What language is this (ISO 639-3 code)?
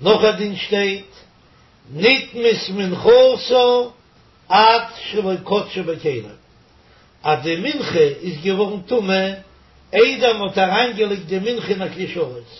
yid